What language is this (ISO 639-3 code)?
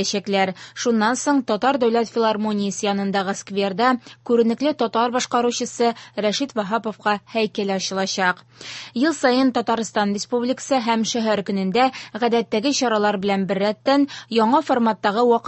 tat